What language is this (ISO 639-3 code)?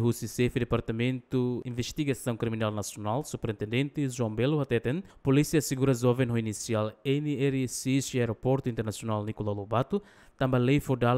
tet